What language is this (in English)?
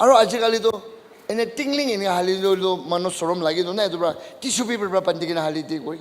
Naga Pidgin